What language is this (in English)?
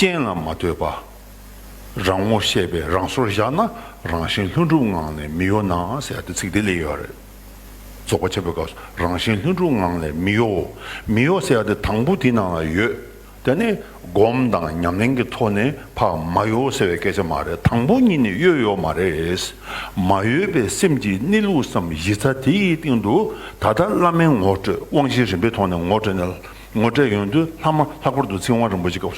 Tibetan